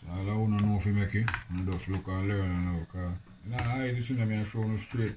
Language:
Jamaican Creole English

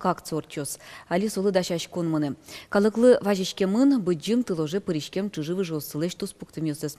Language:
Udmurt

